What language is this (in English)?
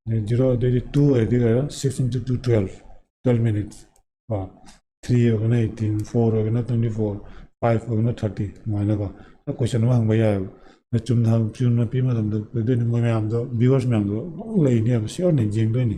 Manipuri